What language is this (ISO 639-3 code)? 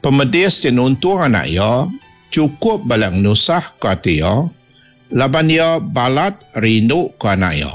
iba